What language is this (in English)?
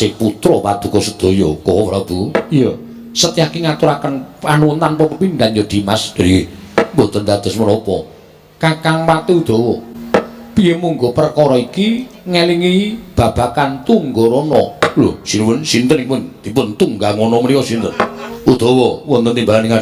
Javanese